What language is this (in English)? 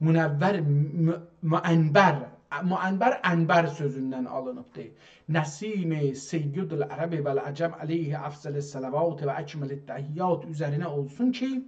South Azerbaijani